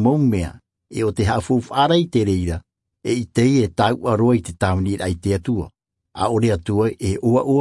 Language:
Tahitian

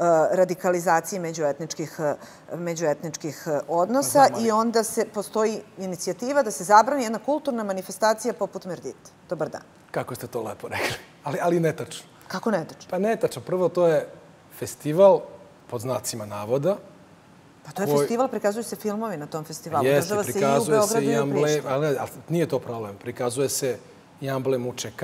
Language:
Serbian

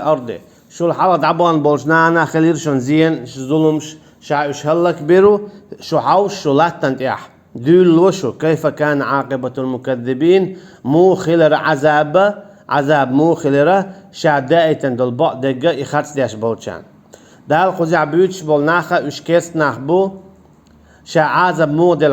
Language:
Chechen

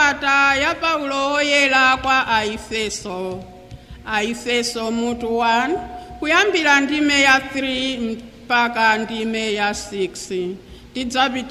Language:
Nyanja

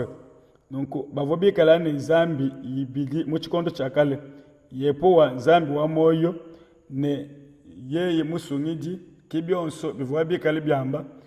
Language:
Luba-Lulua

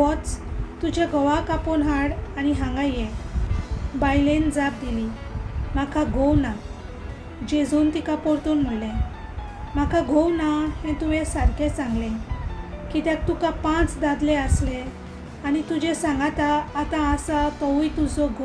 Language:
Konkani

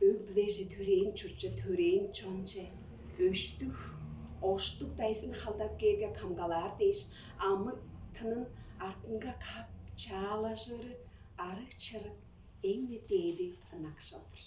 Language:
Tuvinian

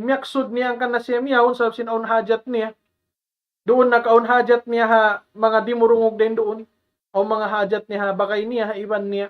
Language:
Tausug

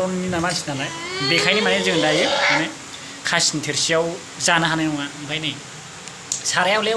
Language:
Bodo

